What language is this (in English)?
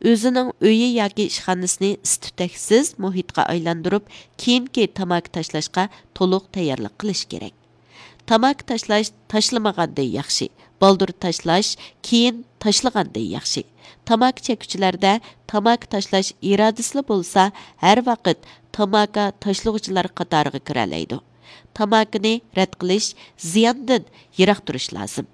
Uyghur